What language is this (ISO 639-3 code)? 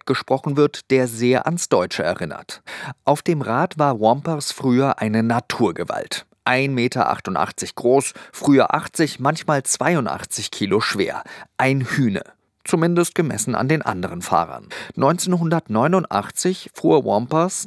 deu